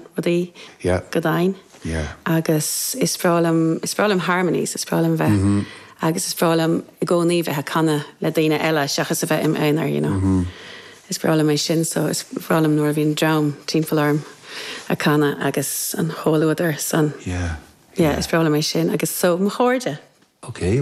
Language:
Irish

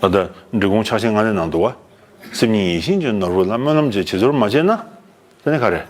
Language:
Tibetan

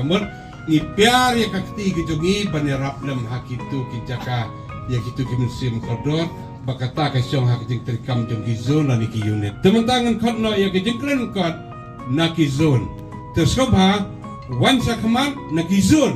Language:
Khasi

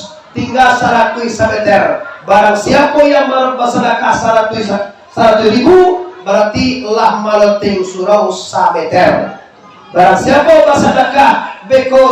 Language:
Minangkabau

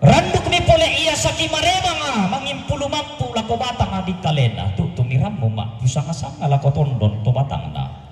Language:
Toraja-Sa'dan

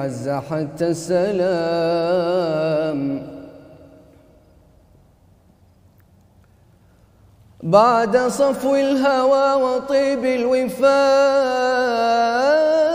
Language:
Arabic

